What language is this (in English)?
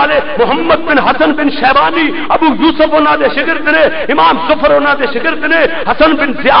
Western Panjabi